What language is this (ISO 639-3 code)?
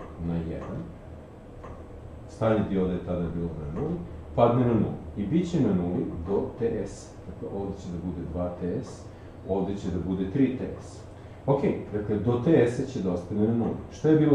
srp